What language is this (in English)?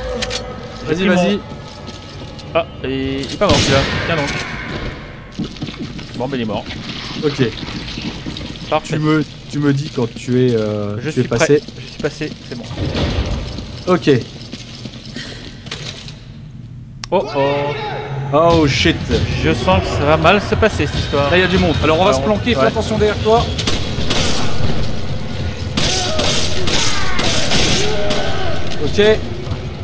French